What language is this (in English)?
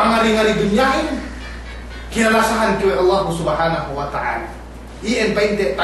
Yakan